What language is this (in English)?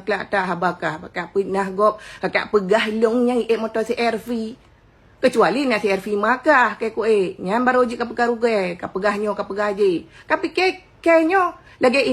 Achinese